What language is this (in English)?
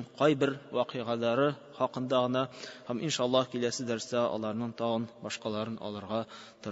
Tatar